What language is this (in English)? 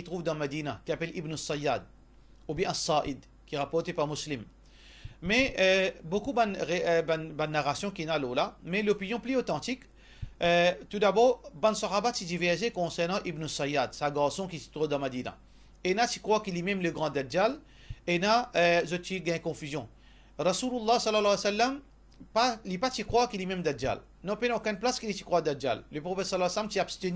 Morisyen